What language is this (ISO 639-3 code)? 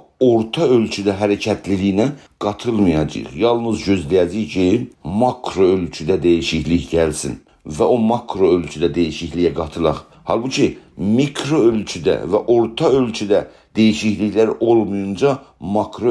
azb